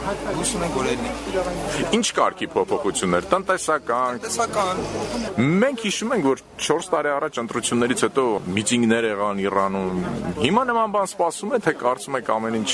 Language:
Armenian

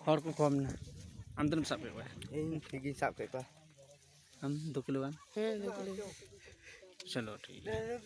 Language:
Santali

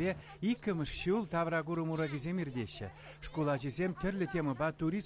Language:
Chuvash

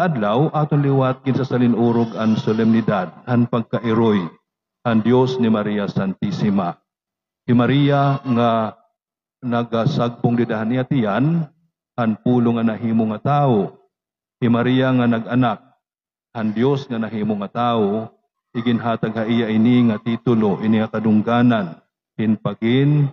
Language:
Waray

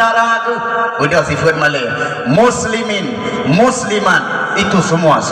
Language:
Achinese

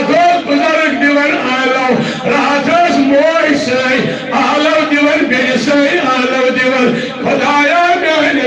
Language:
Kashmiri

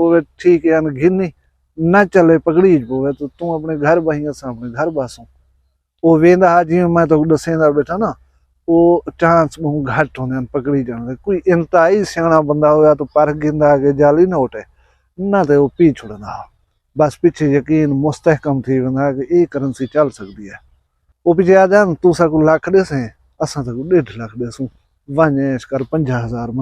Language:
Saraiki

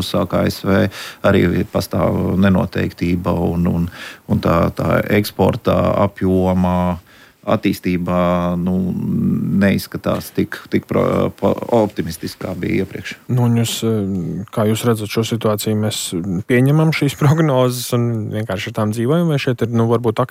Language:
Latvian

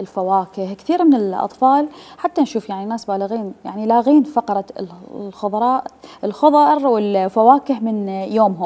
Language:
Mesopotamian Arabic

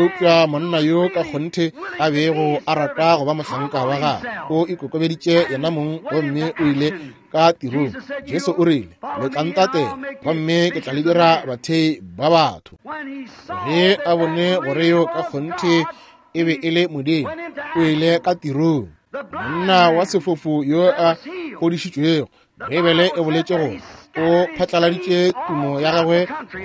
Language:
Northern Sotho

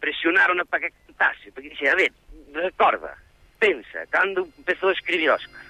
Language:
Galician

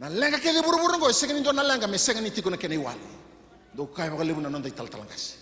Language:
Fijian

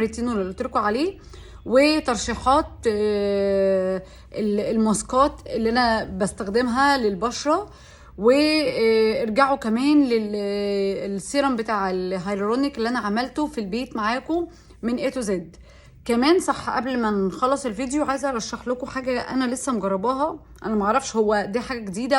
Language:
Egyptian Arabic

